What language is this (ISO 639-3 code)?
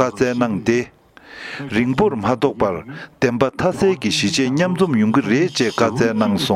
bod